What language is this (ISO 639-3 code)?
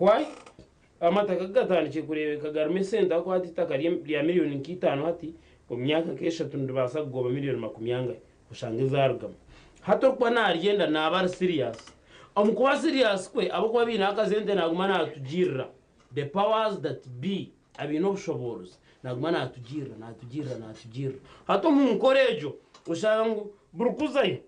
nyn